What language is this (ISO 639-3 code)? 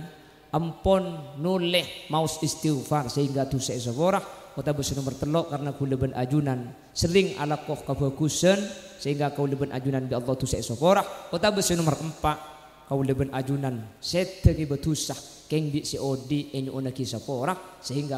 mad